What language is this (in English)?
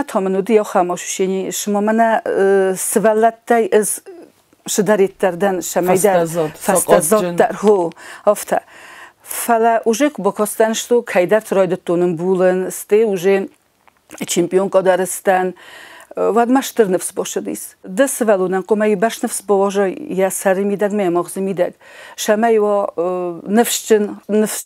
Ossetic